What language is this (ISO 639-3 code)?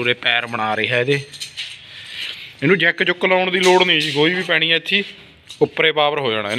pan